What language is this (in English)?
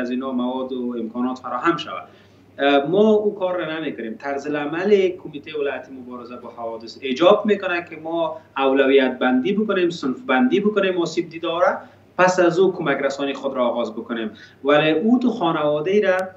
Persian